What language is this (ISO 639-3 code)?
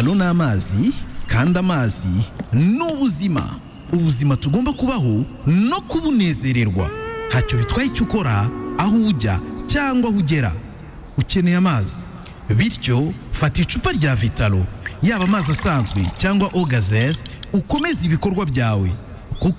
kin